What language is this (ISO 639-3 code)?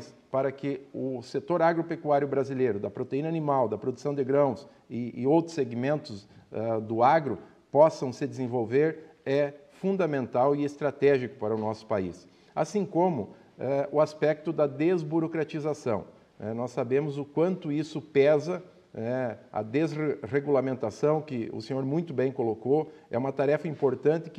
por